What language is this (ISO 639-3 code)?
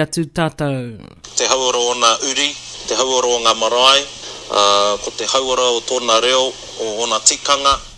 mri